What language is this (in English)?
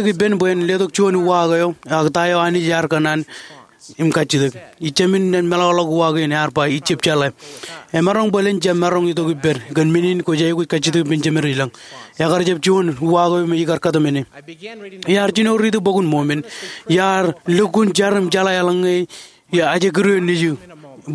Marshallese